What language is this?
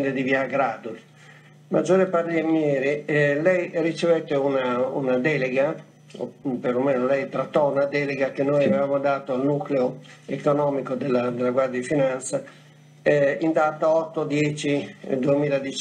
Italian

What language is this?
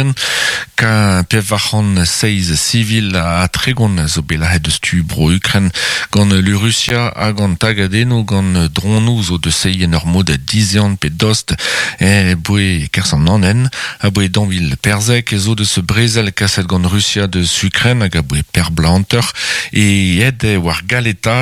Breton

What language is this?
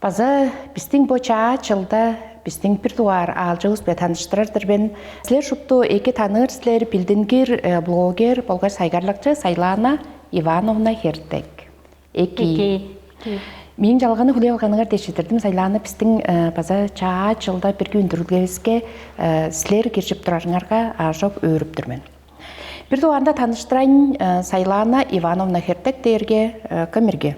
Tuvinian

